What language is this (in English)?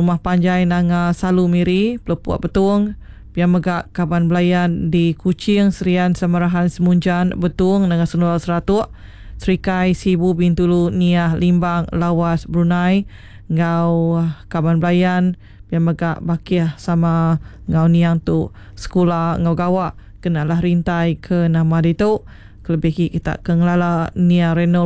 Iban